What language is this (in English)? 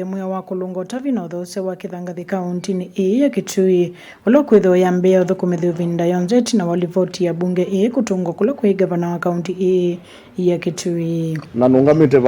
Kamba